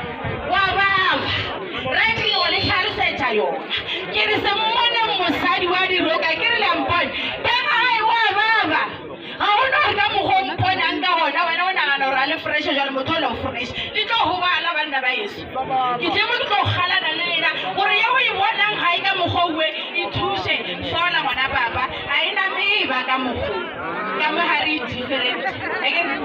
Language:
Northern Sotho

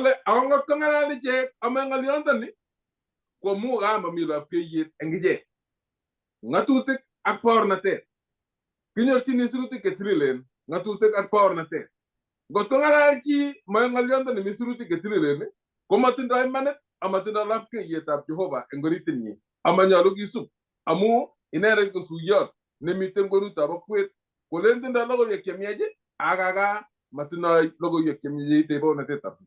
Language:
Kalenjin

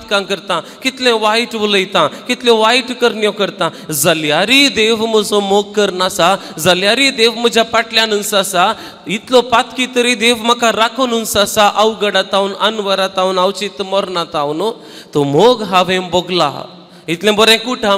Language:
Konkani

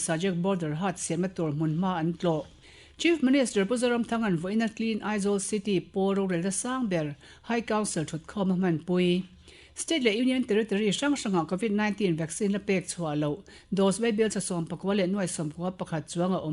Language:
Mizo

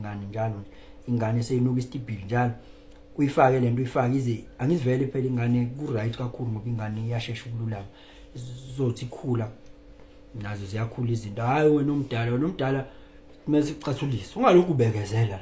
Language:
Zulu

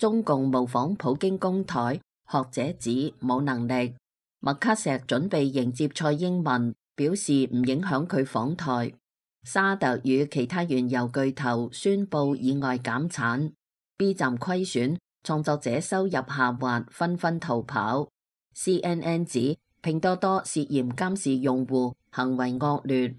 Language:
Cantonese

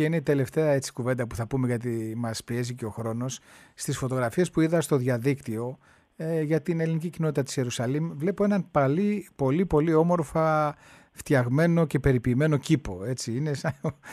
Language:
Greek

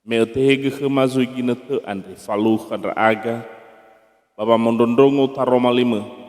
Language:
Nias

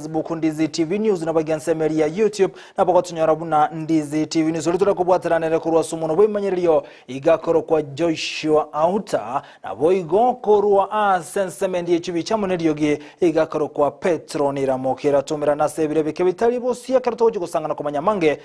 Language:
Gusii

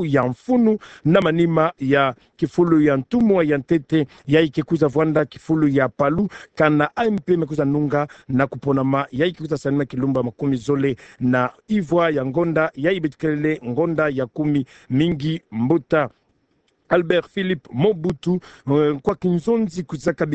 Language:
Kituba (Democratic Republic of Congo)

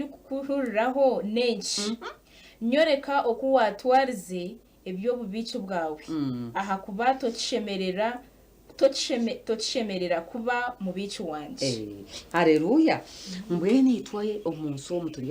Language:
Nyankole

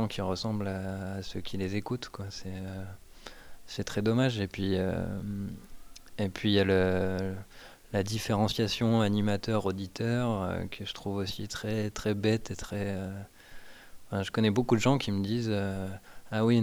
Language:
French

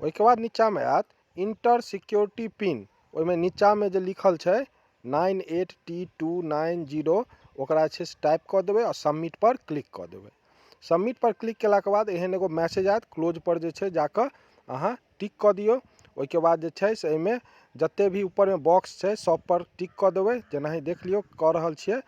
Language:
Maithili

